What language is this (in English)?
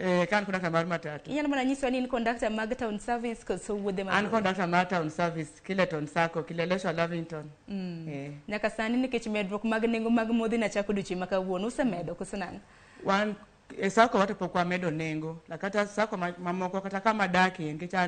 Luo (Kenya and Tanzania)